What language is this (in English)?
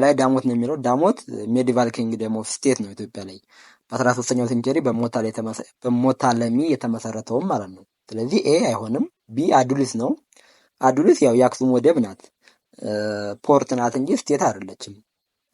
Amharic